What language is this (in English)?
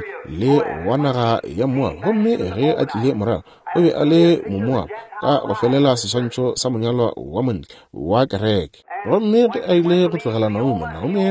Northern Sotho